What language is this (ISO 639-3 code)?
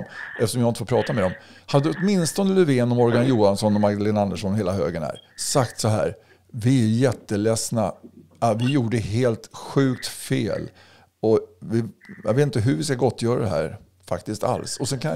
swe